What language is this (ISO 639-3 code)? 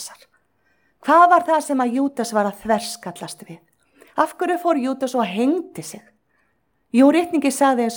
isl